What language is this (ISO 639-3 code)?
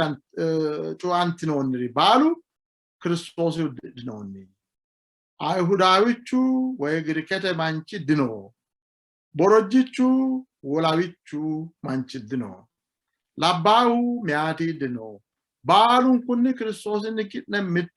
sid